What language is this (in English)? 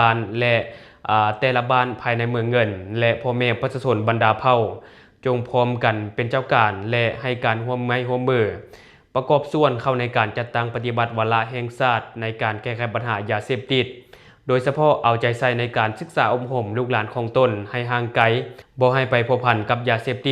Lao